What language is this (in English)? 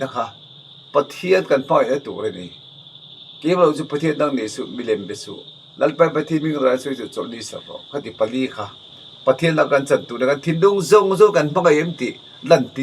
Mizo